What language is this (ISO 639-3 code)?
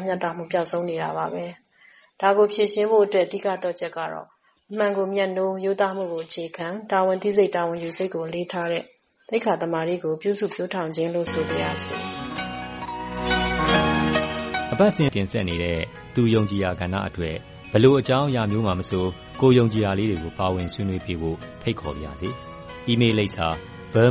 mya